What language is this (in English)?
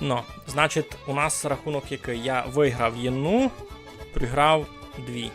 Rusyn